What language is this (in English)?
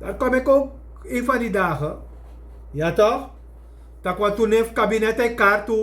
Sranan Tongo